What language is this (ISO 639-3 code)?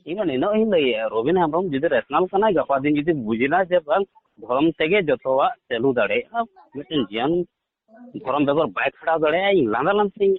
sat